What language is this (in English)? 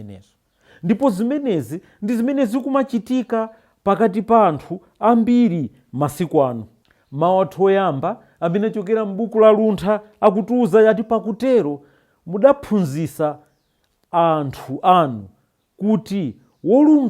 Nyanja